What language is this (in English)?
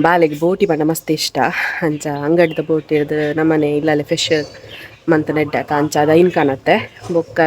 Tulu